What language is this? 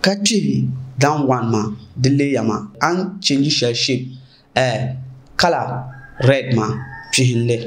Dagbani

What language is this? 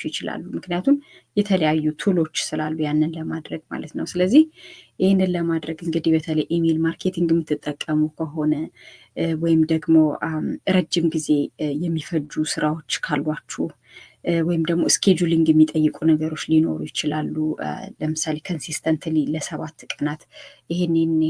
Amharic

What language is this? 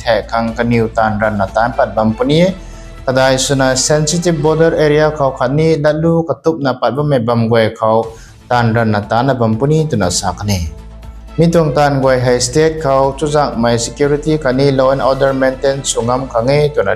Rongmei Naga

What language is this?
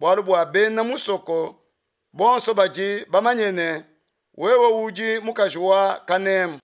Luba-Lulua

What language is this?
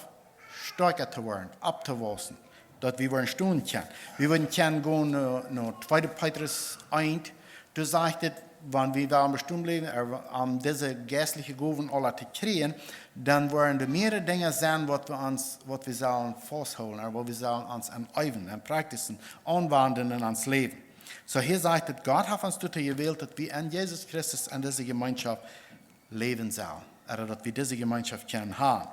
Plautdietsch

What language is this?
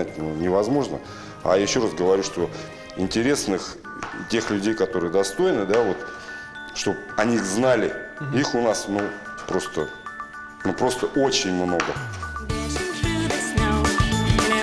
Russian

